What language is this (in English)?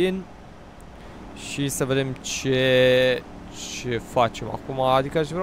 Romanian